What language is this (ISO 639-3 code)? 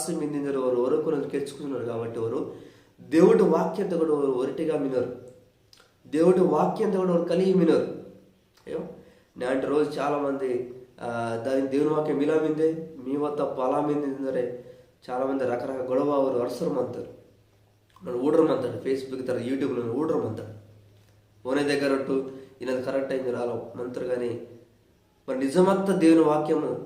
kff